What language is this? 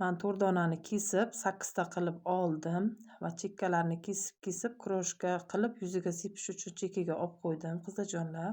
Uzbek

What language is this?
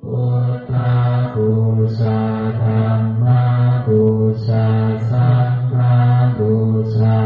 Pali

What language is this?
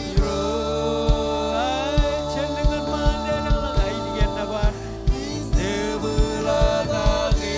Marshallese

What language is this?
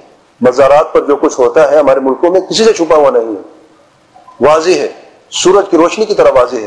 Urdu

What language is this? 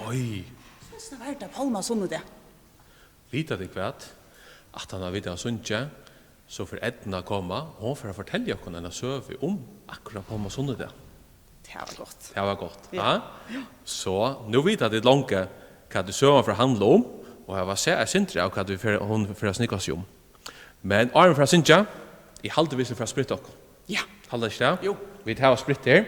Faroese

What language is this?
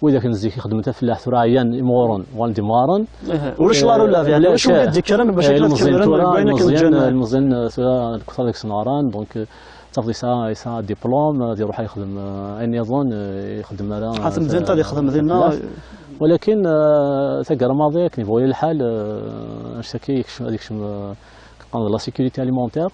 Kabyle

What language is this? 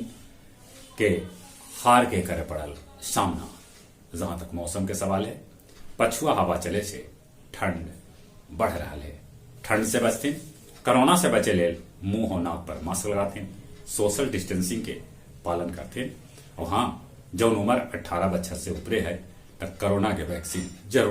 Magahi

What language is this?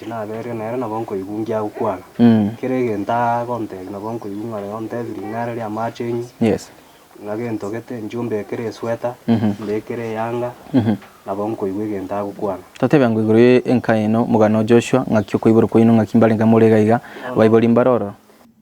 Gusii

